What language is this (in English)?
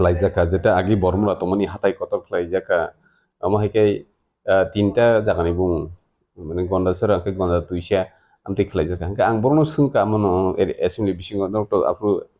Kok Borok